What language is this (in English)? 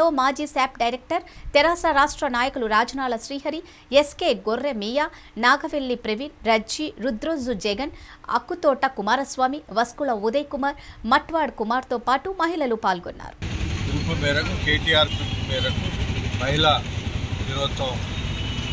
Telugu